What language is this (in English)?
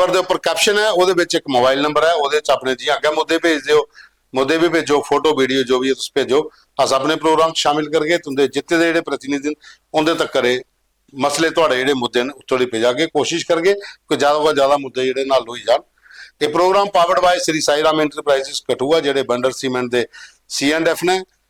Dogri